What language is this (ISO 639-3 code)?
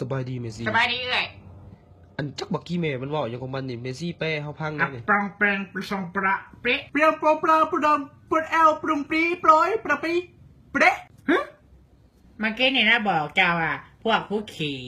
tts